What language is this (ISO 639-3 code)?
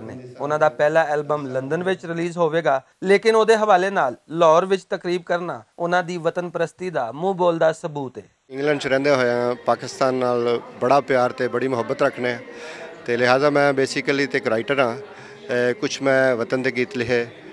lah